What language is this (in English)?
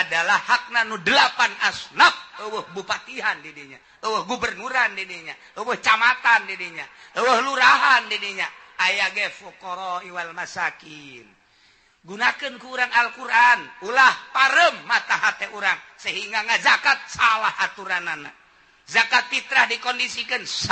Sundanese